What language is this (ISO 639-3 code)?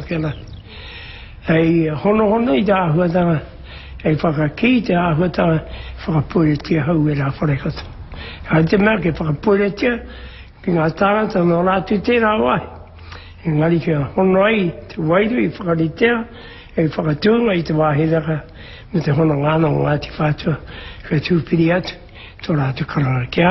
mri